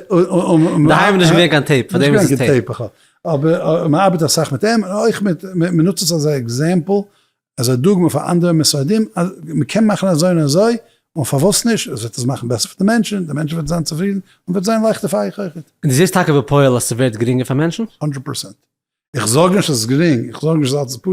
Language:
Yiddish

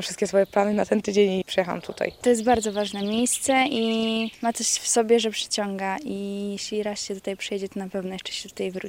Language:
Polish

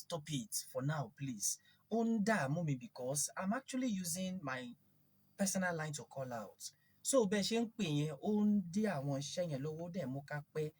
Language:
Yoruba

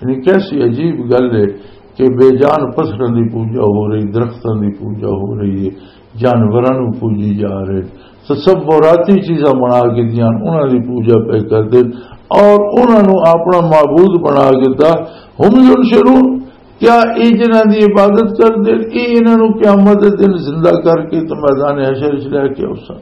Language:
Western Panjabi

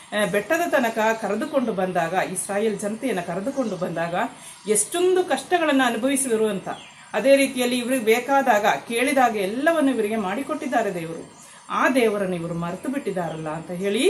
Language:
Kannada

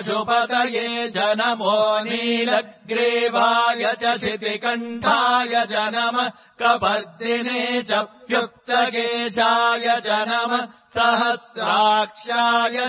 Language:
Sanskrit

